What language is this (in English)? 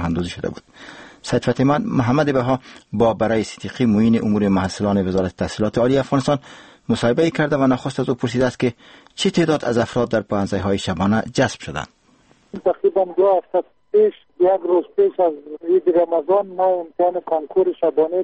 Persian